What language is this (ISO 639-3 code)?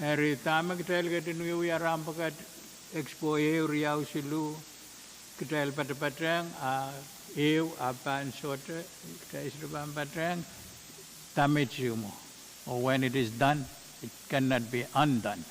pon